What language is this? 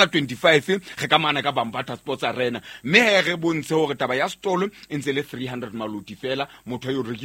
Southern Sotho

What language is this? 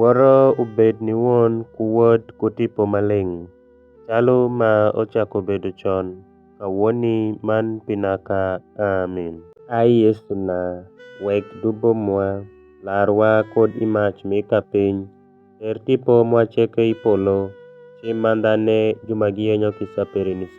Alur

